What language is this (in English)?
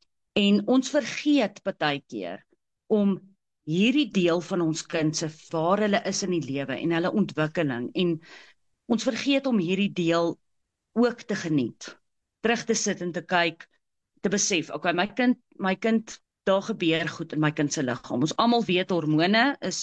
Afrikaans